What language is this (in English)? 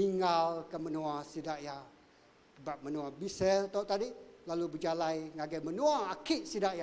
Iban